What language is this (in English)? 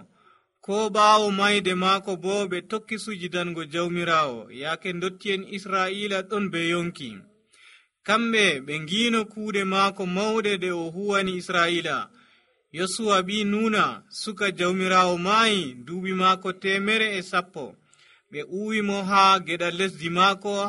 Nigerian Fulfulde